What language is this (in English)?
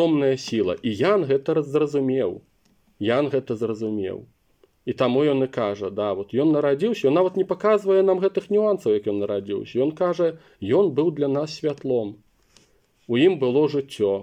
Belarusian